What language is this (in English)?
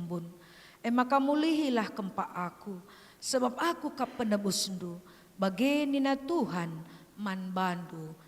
Batak Karo